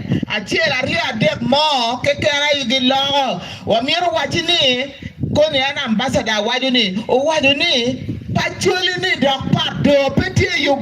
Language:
Acoli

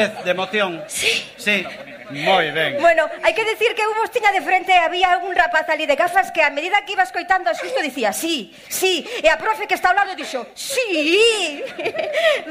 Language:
Galician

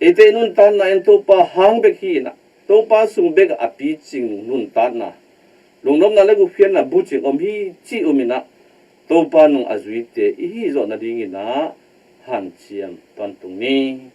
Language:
Tedim Chin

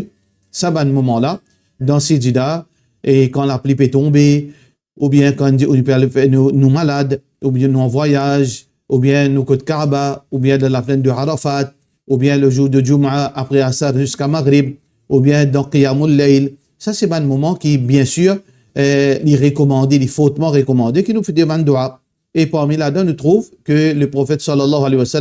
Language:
Morisyen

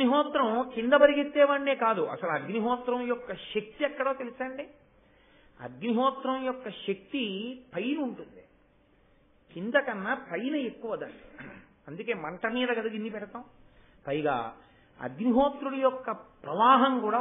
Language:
Telugu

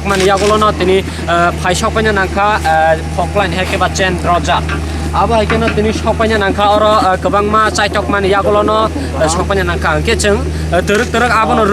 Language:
Kok Borok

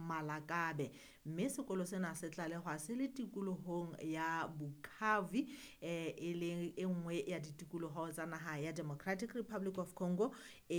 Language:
Southern Sotho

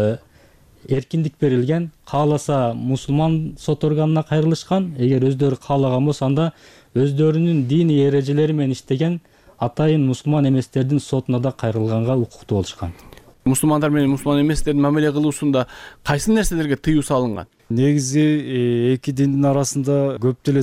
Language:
Kyrgyz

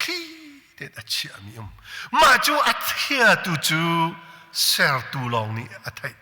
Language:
Hakha Chin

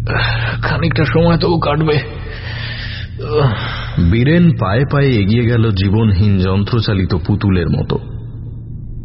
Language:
Bangla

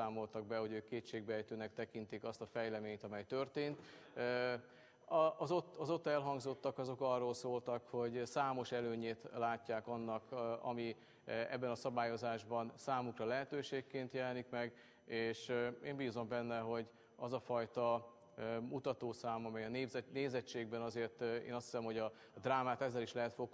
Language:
Hungarian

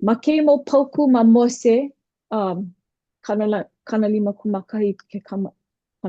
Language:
Hawaiian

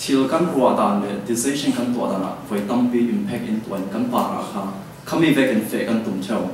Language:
Falam Chin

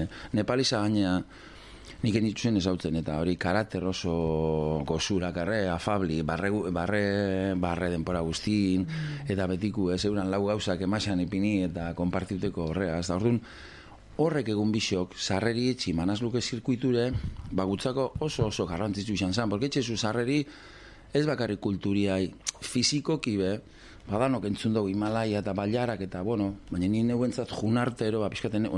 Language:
Basque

